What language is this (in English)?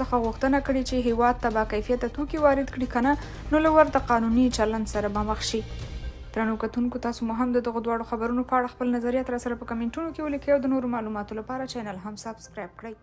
Pashto